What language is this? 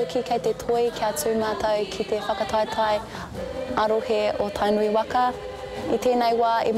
Māori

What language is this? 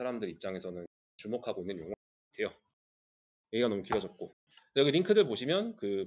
Korean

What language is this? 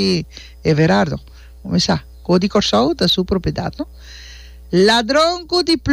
Papiamento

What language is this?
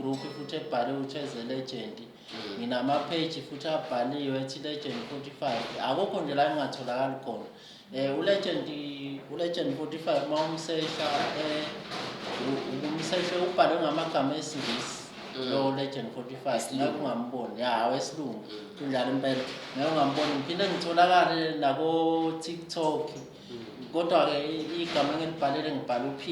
Zulu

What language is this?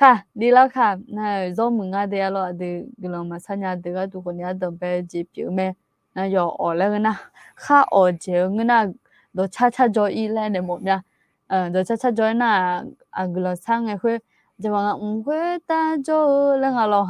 Akha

